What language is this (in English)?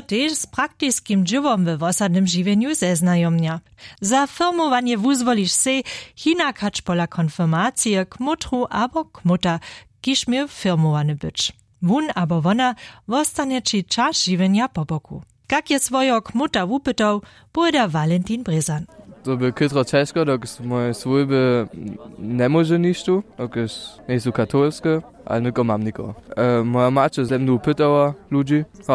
Upper Sorbian